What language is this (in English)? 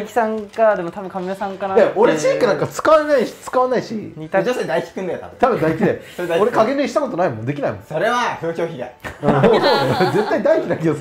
Japanese